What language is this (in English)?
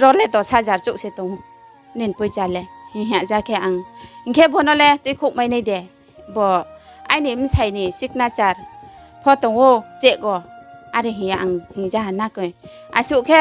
Riang (India)